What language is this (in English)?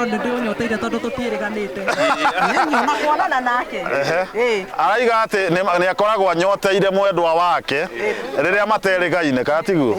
Kikuyu